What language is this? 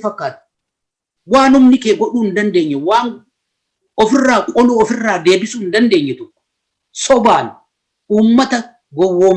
Oromo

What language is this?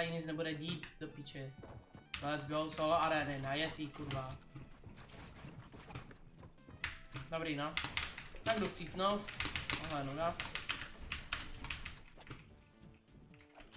Czech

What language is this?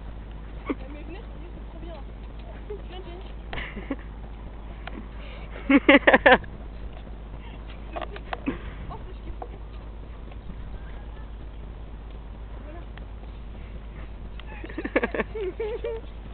French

